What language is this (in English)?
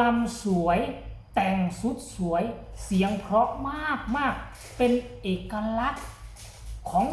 Northeastern Thai